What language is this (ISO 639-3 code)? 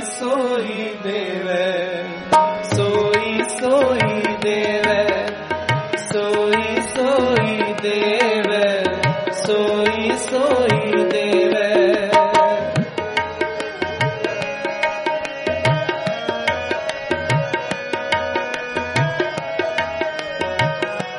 pan